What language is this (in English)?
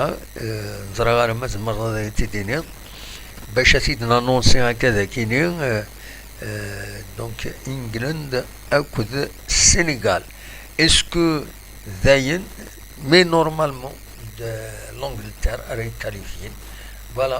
Kabyle